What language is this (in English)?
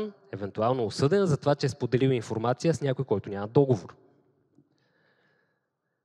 Bulgarian